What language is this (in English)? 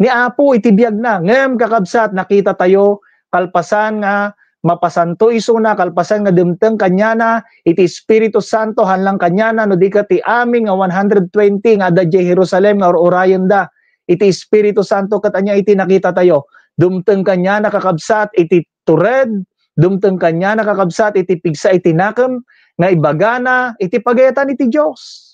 Iloko